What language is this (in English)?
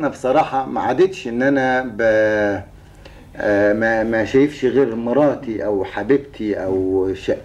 Egyptian Arabic